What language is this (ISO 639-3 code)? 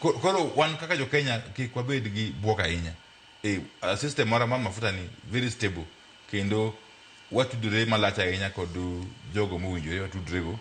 luo